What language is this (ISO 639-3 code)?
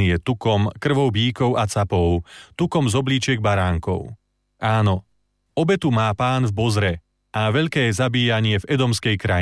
slk